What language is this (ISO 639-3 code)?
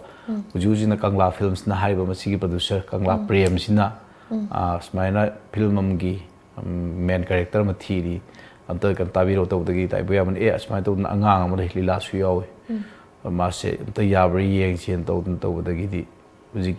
mni